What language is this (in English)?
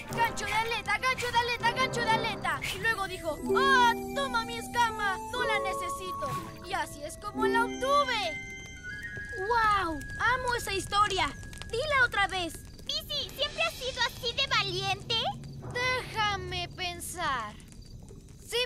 Spanish